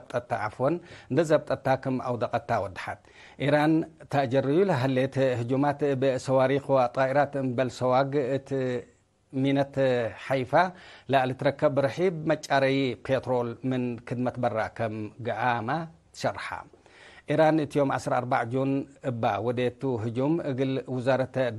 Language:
Tigre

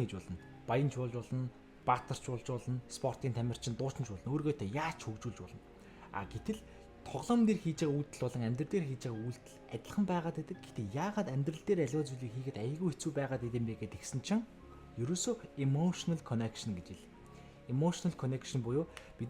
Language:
Mongolian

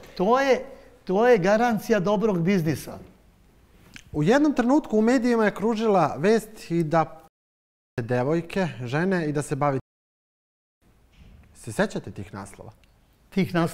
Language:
Serbian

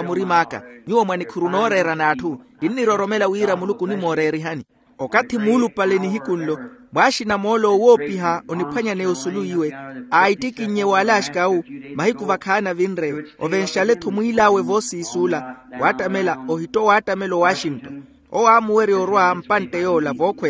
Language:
Makhuwa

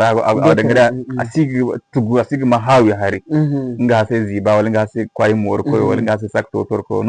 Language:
Zarma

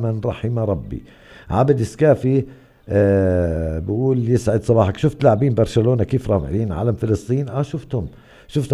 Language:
North Levantine Arabic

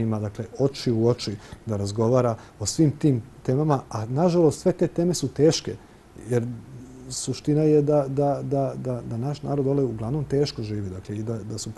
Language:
Serbian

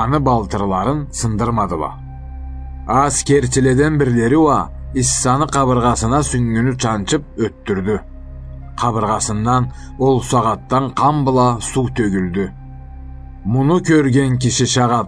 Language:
Karachay-Balkar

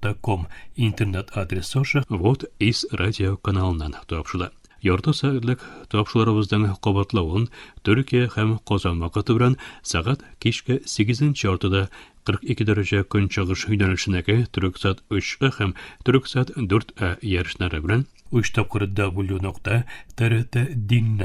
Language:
Tatar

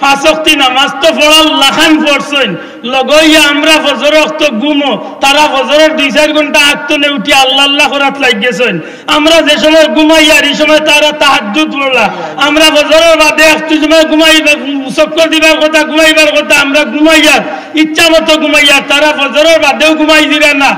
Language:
Sylheti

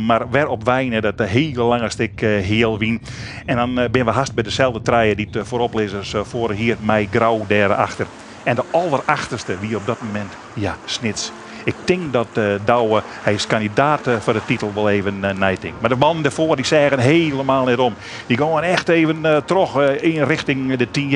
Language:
Western Frisian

